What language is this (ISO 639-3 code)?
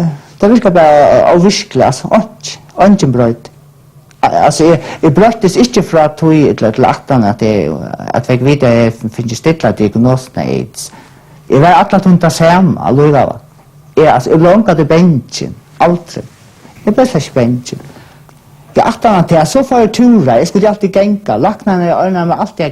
fao